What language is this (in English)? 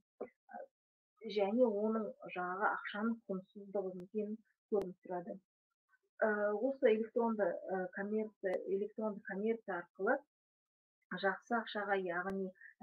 Kazakh